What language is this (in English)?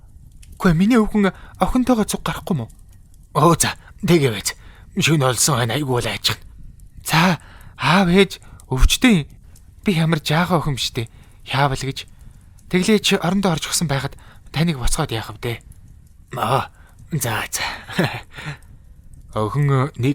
Mongolian